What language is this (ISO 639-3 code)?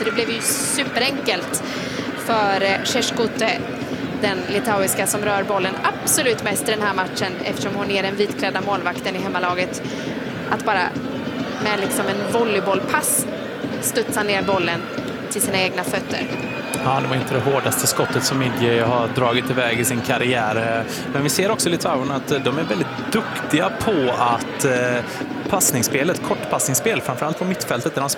swe